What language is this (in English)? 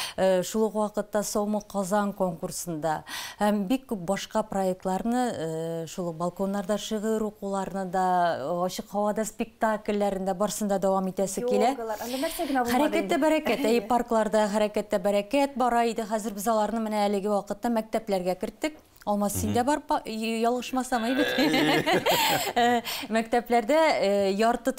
Tatar